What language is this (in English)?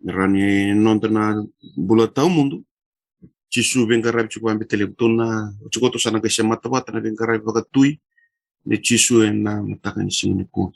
Fijian